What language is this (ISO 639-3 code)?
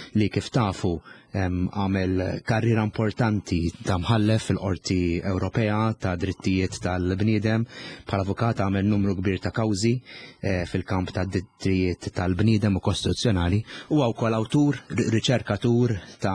mlt